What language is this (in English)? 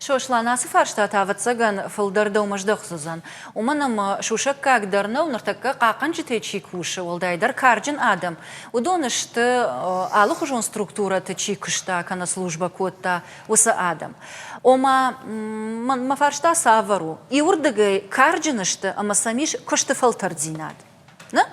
Ossetic